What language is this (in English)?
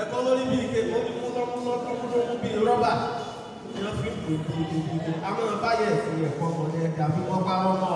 Yoruba